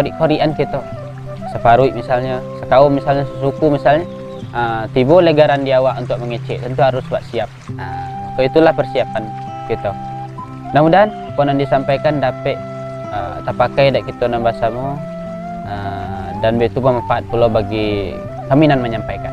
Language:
Minangkabau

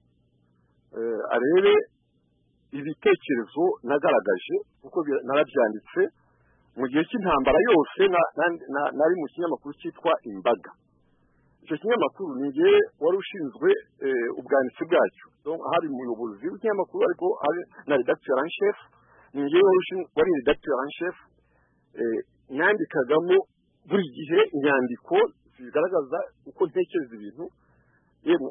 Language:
Kinyarwanda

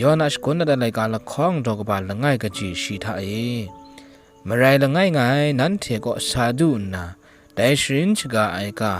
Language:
Kachin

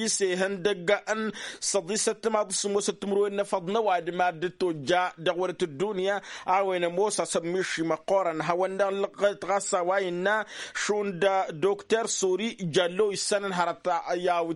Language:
Tamasheq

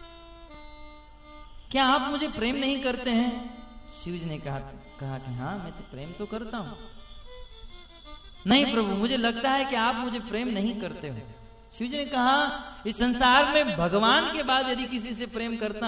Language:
Hindi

